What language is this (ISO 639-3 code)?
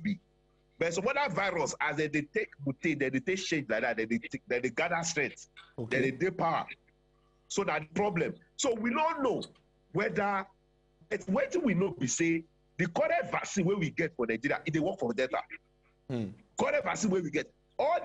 pcm